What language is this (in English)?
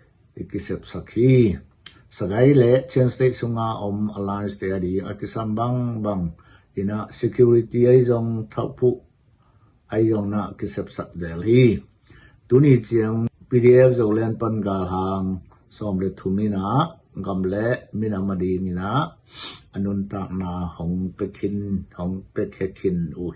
Tedim Chin